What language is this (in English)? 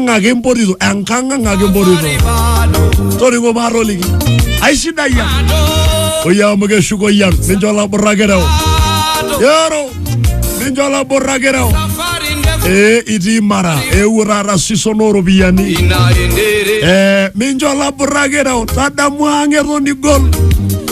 Masai